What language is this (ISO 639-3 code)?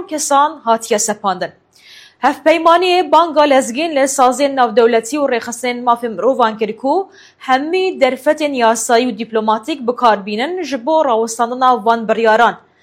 kur